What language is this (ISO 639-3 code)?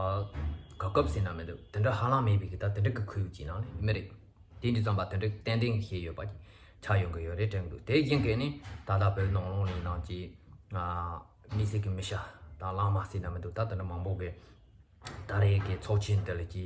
bod